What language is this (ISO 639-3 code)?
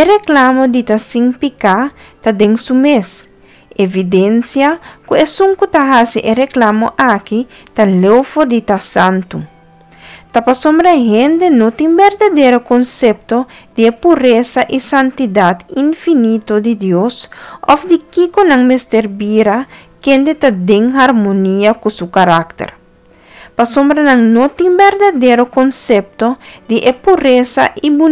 pap